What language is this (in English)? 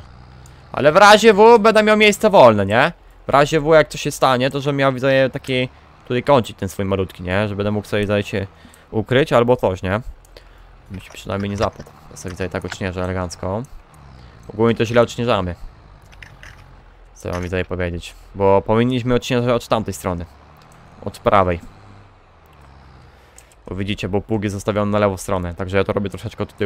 Polish